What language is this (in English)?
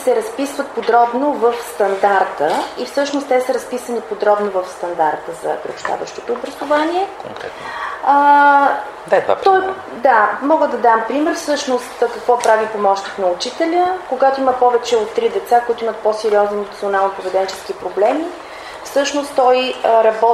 Bulgarian